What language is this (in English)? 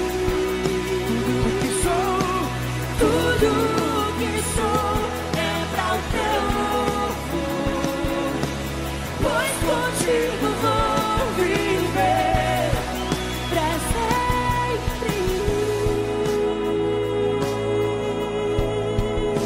Portuguese